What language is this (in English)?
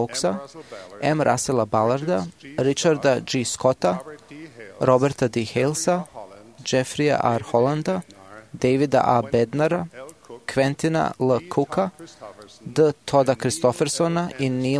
Serbian